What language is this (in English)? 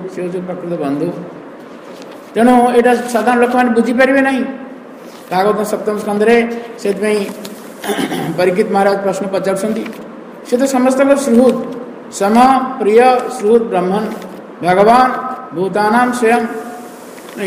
Odia